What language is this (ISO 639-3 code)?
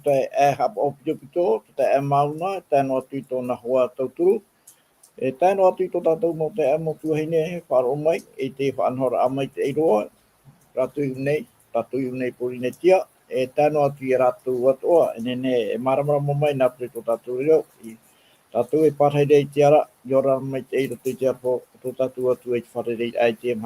tah